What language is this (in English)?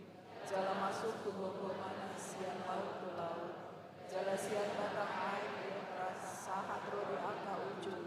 Batak Toba